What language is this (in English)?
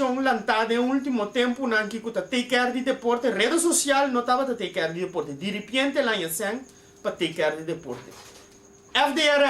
Papiamento